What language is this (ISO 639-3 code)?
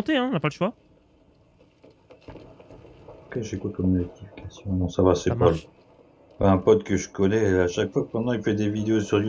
fra